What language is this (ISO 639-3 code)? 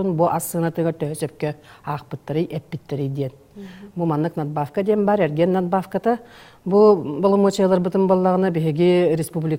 sah